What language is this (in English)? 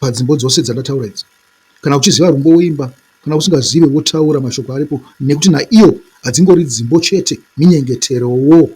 Shona